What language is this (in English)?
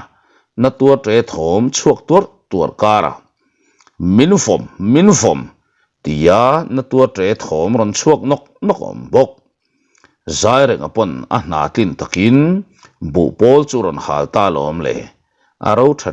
Mizo